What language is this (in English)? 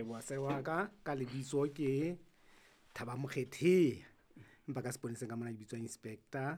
Southern Sotho